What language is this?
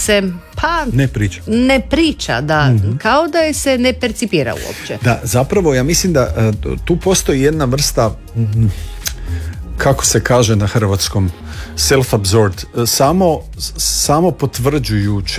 Croatian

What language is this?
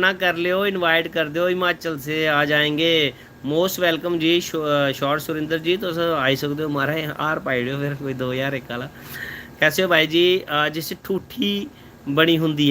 Dogri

